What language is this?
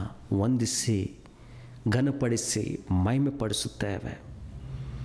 Kannada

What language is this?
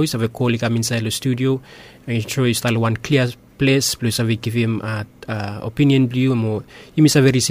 Bislama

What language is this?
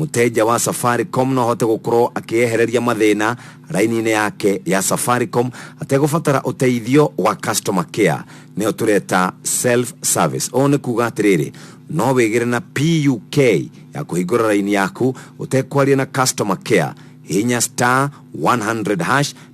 Kikuyu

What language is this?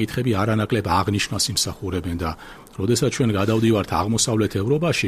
Georgian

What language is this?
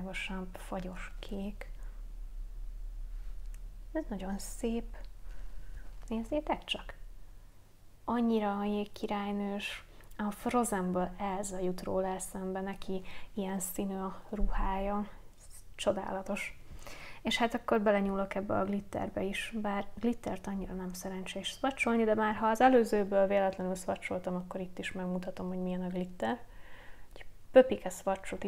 Hungarian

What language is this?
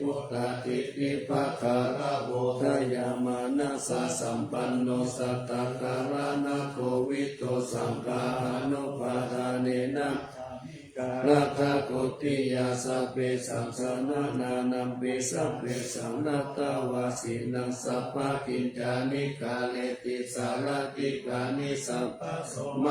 Pali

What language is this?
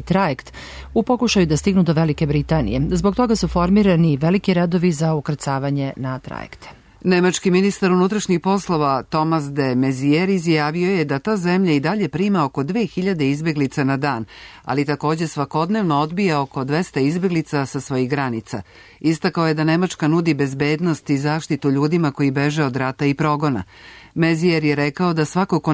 Serbian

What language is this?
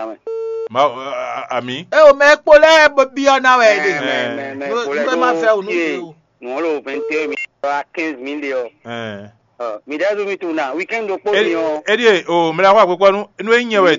Fon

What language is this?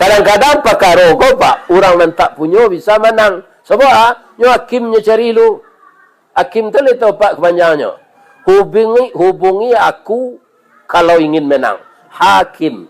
Minangkabau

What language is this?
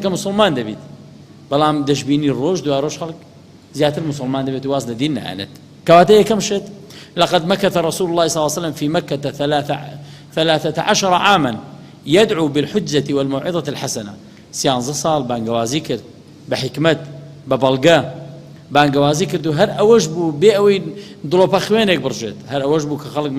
Central Kurdish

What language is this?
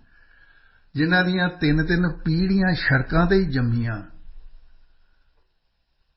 Punjabi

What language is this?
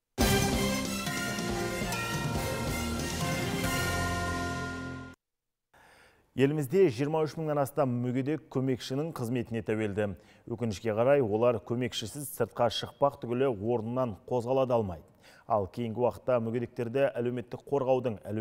Kazakh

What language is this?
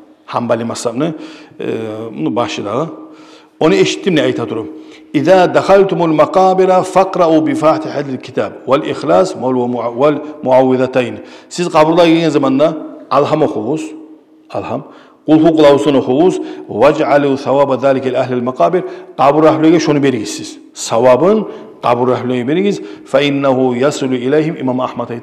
Kumyk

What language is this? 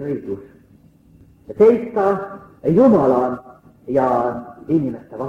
Estonian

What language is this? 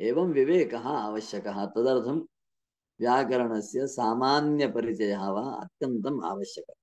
Sanskrit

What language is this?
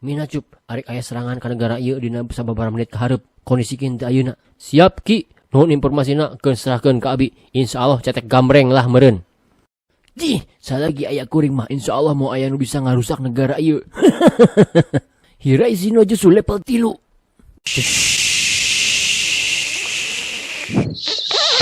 Sundanese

